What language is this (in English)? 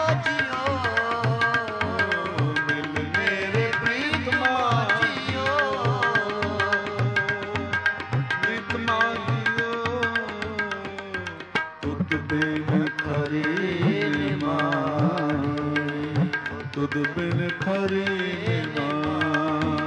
Punjabi